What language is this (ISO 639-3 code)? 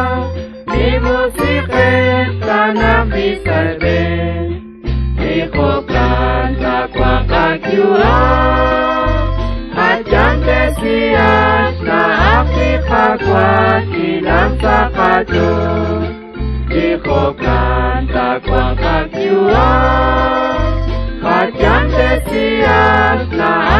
kek